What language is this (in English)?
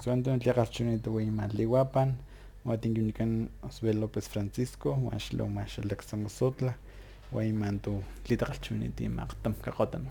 Galician